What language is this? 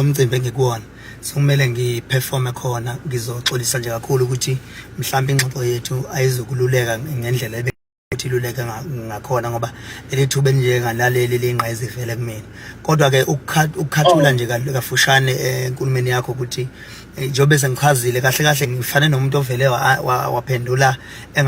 Zulu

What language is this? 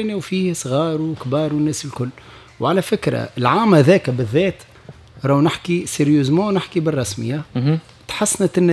Tunisian Arabic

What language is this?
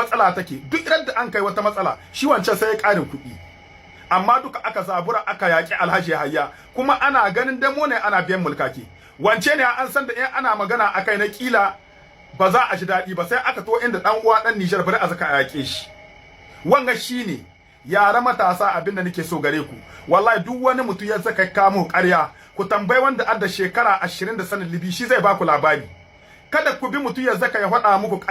Hausa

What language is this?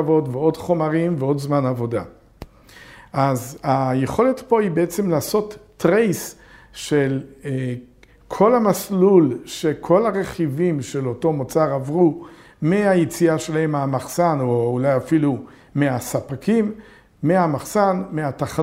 Hebrew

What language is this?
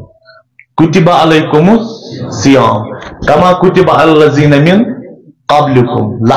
Kashmiri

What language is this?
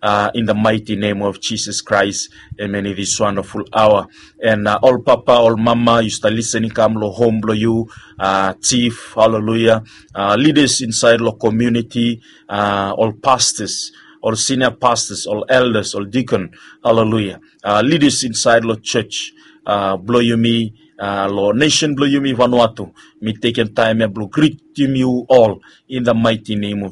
Bislama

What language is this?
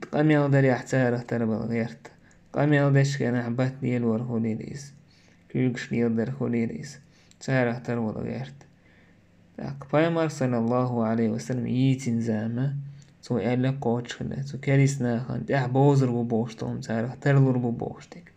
Chechen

